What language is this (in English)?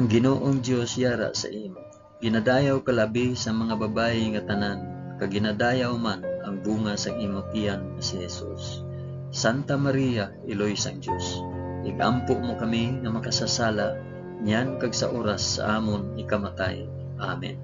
Hiligaynon